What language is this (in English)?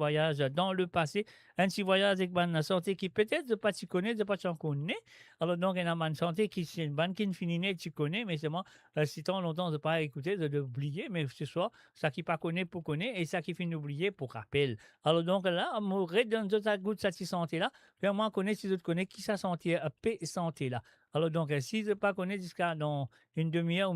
Morisyen